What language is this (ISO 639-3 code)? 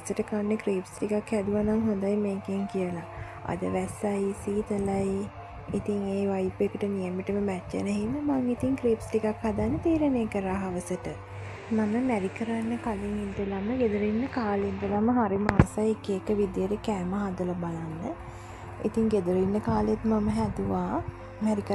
sin